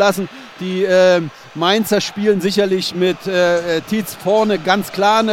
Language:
German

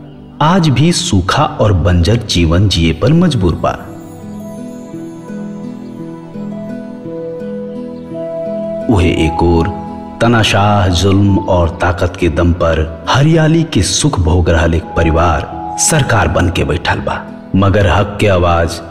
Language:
Bhojpuri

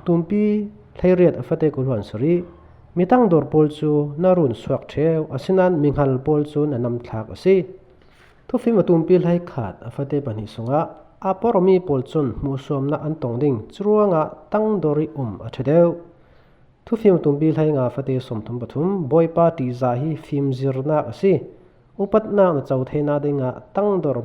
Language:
Falam Chin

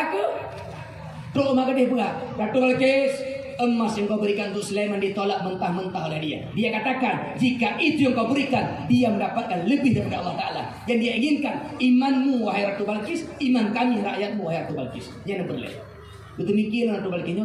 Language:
Achinese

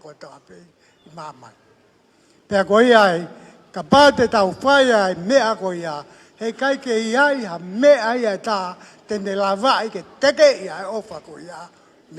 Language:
Tongan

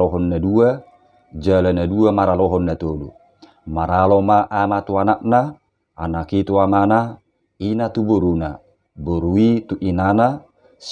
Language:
Batak Toba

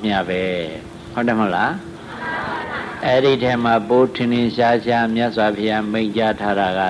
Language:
Burmese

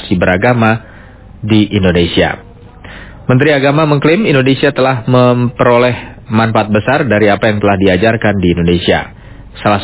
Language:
Indonesian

